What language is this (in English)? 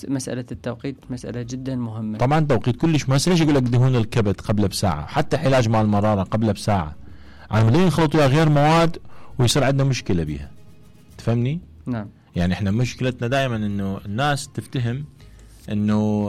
Mesopotamian Arabic